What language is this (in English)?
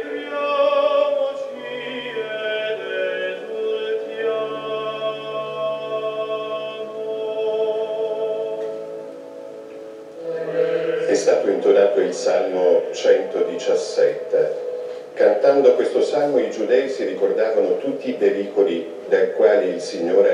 Italian